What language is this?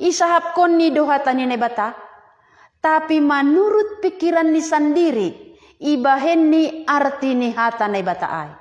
Batak Simalungun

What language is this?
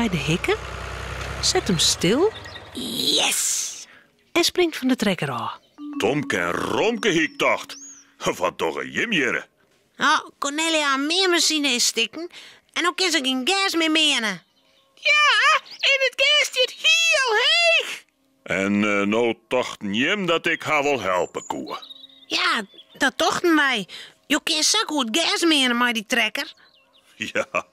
Western Frisian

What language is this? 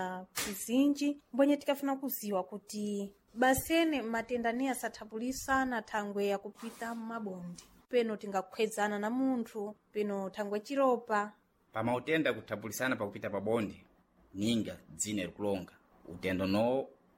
Sena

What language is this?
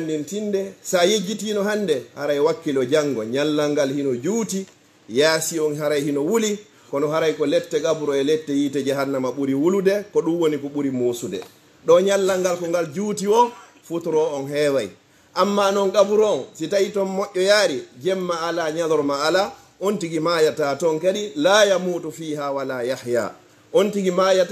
Fula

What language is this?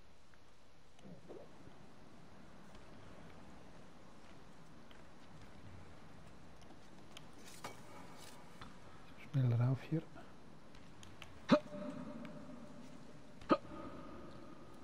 German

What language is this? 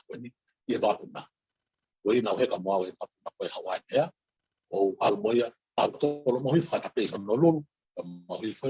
Tongan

